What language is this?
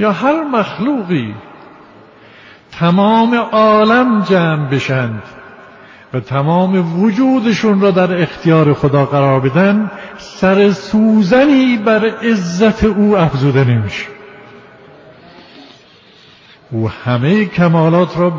Persian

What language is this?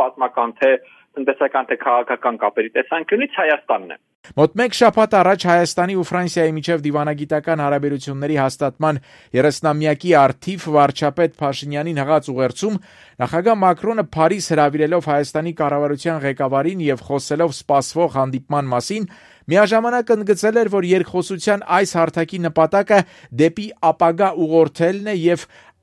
Armenian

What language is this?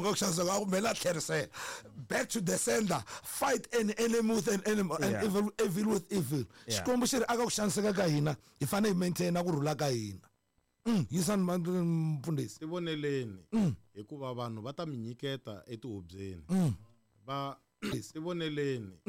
Tsonga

